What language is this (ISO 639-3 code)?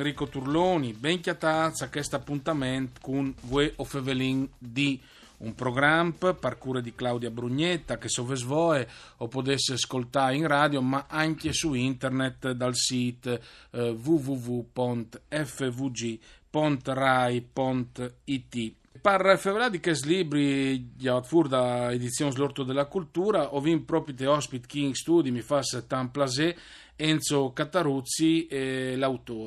fur